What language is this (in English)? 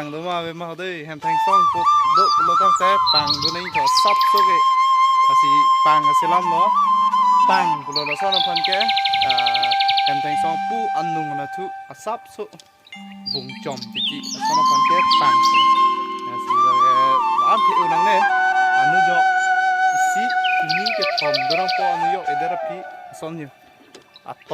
Karbi